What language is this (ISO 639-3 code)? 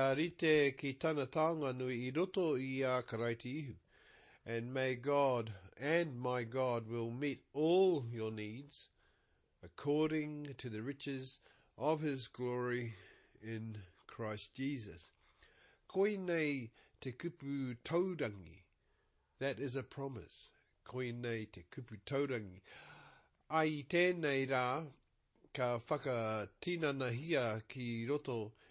mri